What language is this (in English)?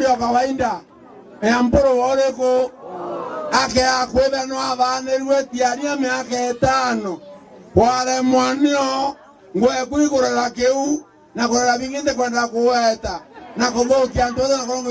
Meru